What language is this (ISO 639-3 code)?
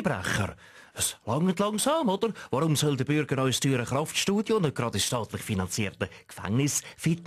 gsw